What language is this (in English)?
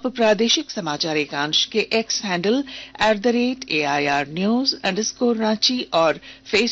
Hindi